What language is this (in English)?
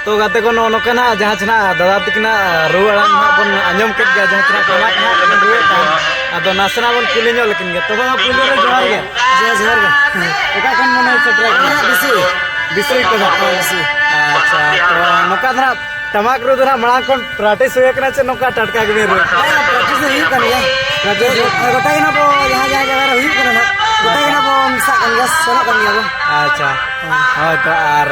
Santali